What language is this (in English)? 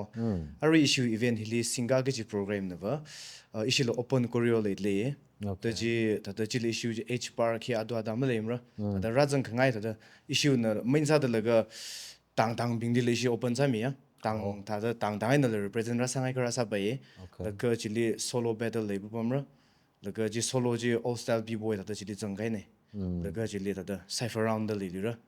Tangkhul Naga (India)